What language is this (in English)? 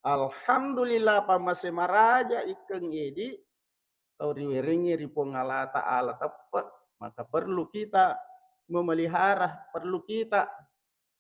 Buginese